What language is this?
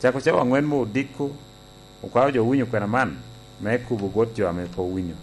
Lango (Uganda)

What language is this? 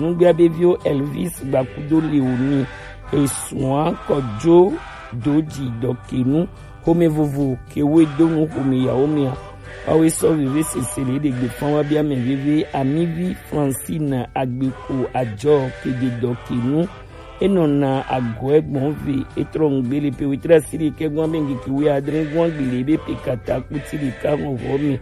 Gen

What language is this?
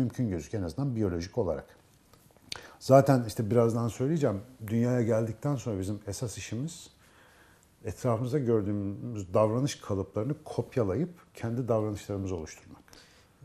Turkish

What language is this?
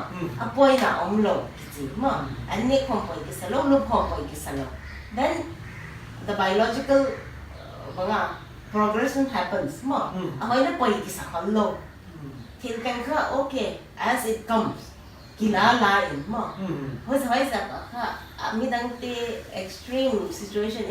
Paite Chin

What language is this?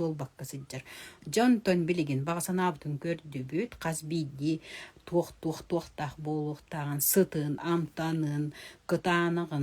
Yakut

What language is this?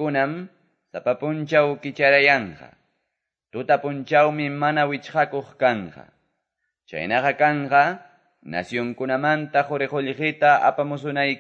Quechua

